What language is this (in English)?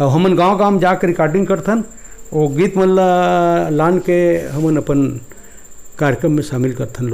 Chhattisgarhi